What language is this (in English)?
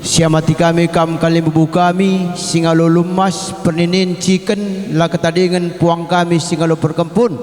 Batak Karo